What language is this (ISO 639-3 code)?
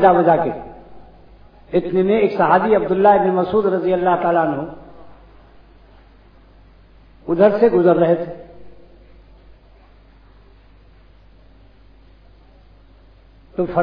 urd